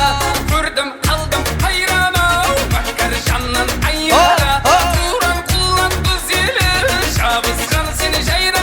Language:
Kara-Kalpak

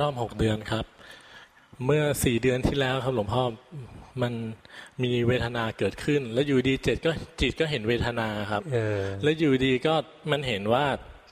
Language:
Thai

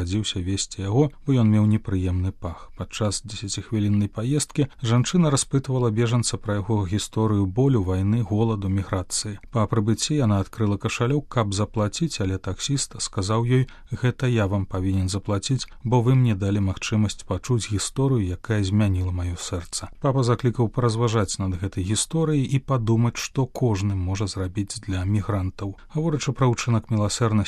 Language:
Belarusian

